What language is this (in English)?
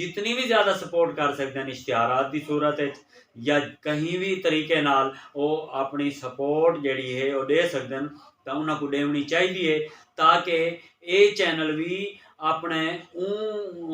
Saraiki